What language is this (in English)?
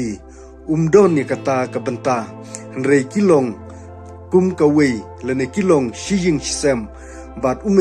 Khasi